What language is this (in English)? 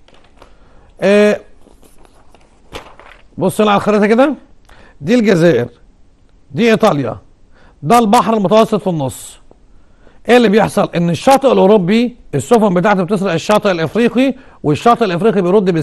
Egyptian Arabic